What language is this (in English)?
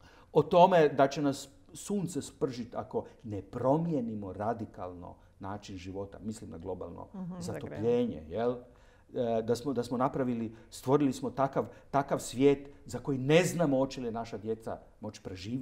Croatian